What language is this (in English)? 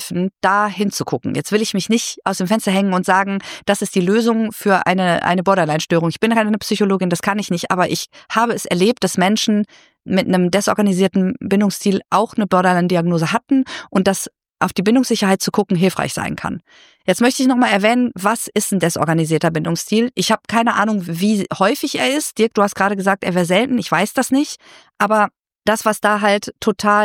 German